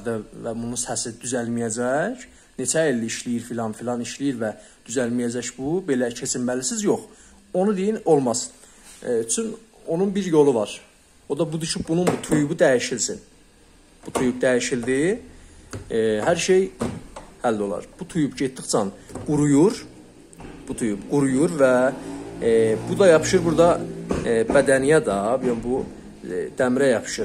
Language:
South Azerbaijani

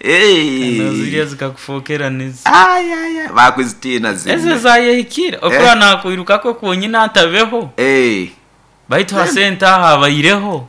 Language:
Nyoro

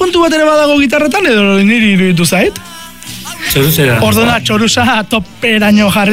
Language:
Basque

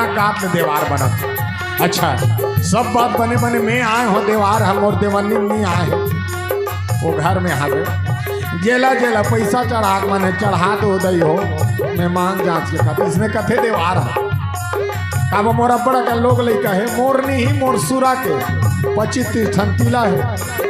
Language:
Chhattisgarhi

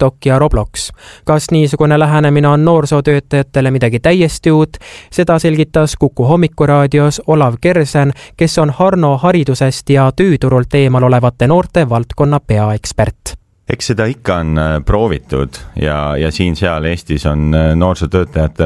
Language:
Estonian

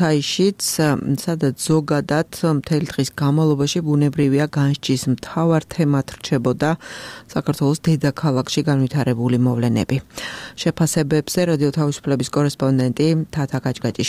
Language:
Georgian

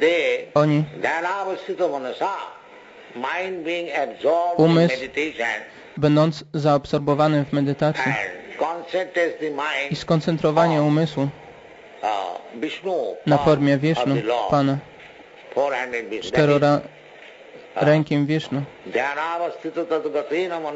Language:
Polish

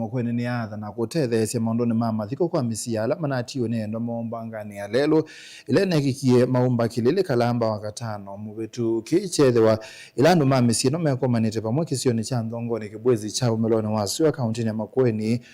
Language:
Kamba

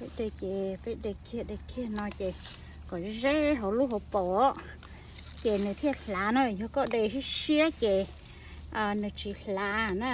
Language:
Hmong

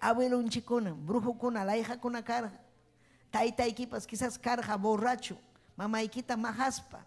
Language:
Ayacucho Quechua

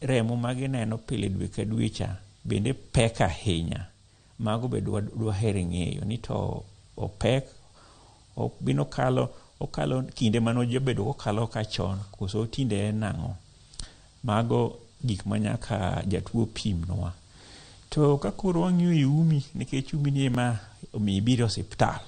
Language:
Luo (Kenya and Tanzania)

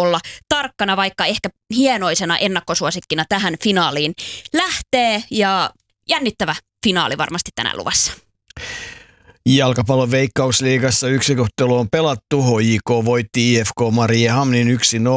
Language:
Finnish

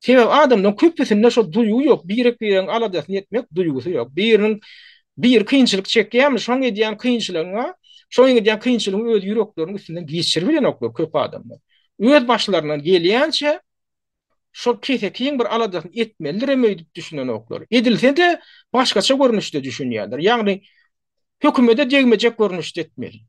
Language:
Turkmen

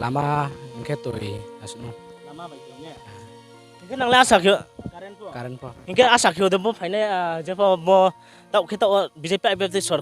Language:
Riang (India)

